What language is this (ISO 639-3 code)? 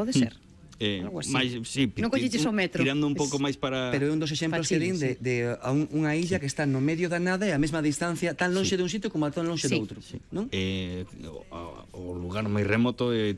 glg